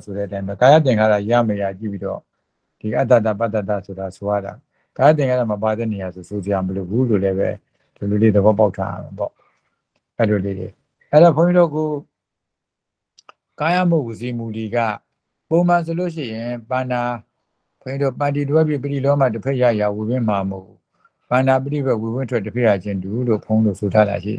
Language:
Burmese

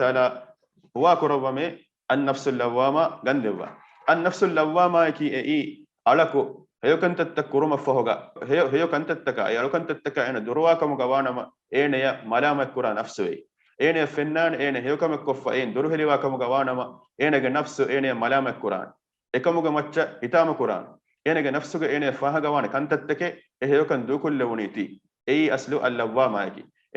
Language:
Divehi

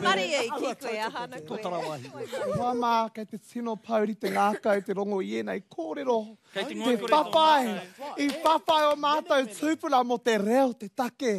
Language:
Māori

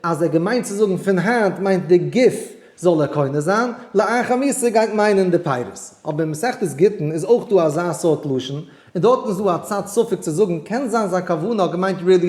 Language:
Yiddish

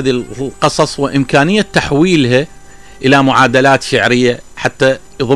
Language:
Mesopotamian Arabic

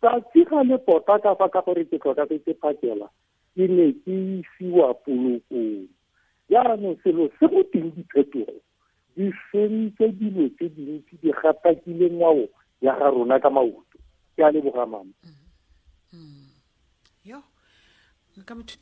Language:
Tswana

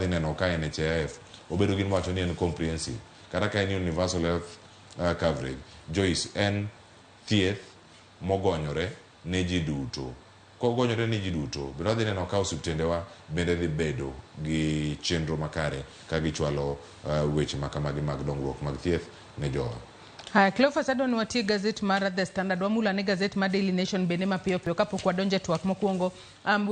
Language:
Luo (Kenya and Tanzania)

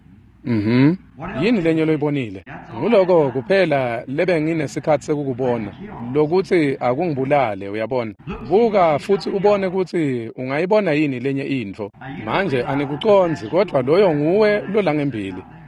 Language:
Swati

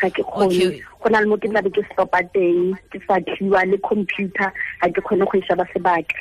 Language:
Tswana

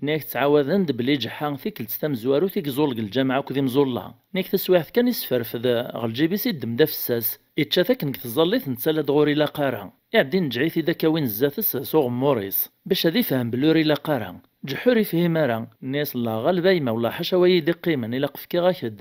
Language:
Kabyle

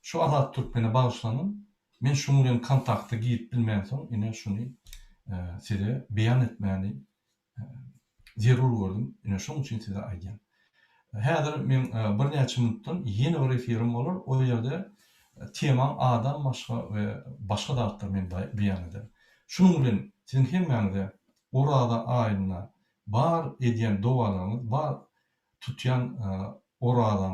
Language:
Turkmen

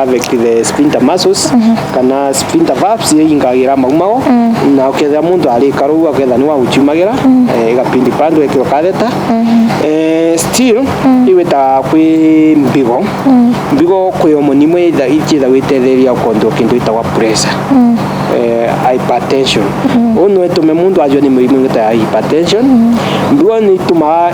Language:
Meru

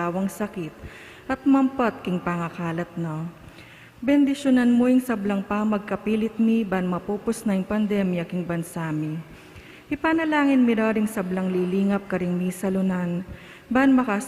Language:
Pampanga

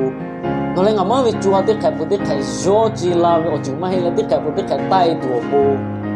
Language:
Lahu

